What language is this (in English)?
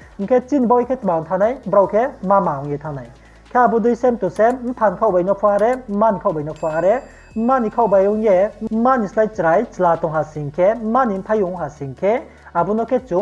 Riang (India)